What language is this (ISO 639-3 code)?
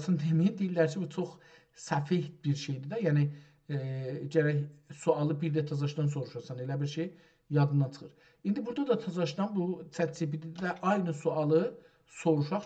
azb